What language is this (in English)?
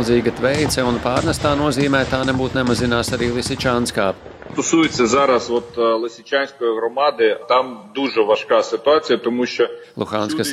Latvian